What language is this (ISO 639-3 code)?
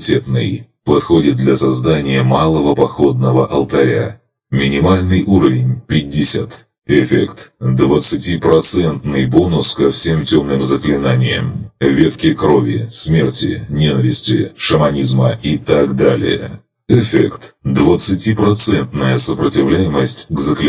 rus